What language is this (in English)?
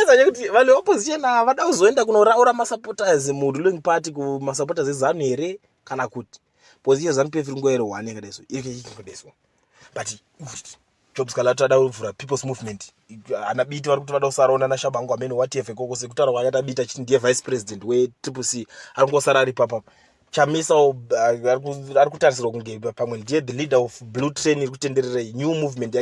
Shona